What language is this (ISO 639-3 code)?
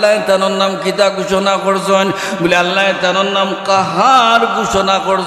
syl